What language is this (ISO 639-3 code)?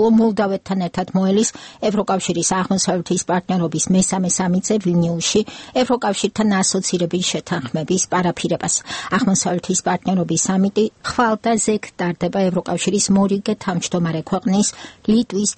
kat